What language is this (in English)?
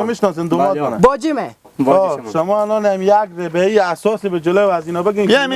Persian